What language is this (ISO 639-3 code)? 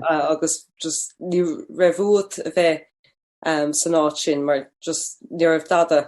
gle